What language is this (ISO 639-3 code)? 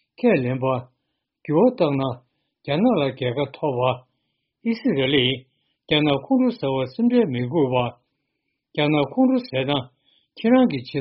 bod